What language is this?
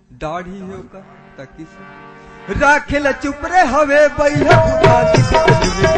Chhattisgarhi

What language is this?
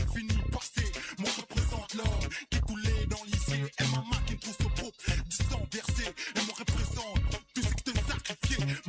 Morisyen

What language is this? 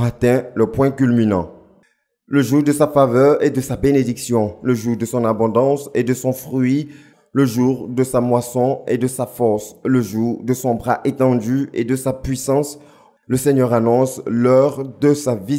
French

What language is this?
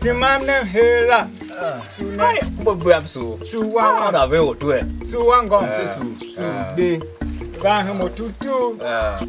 Tiv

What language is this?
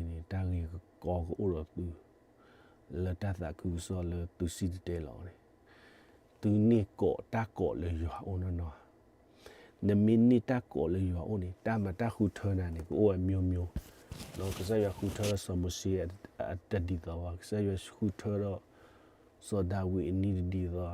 S'gaw Karen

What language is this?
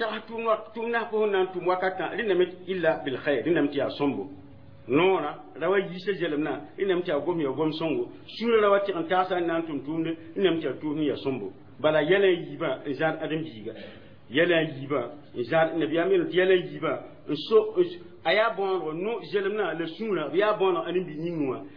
Mossi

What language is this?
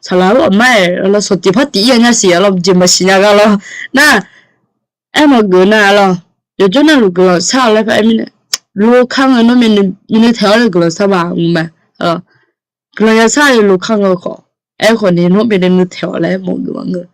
Akha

